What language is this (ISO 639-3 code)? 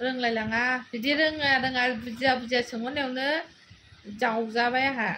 brx